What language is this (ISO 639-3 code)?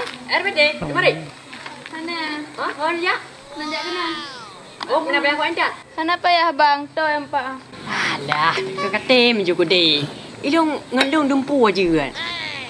ace